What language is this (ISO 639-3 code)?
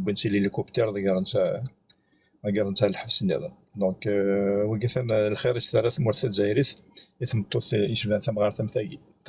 kab